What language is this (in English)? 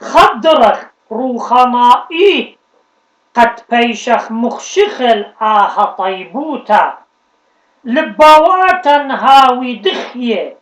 Assyrian Neo-Aramaic